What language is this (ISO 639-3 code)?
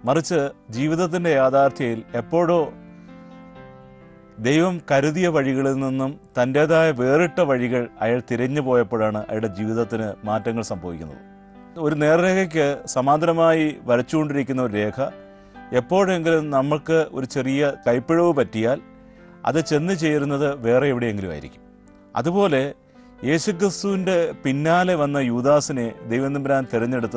mal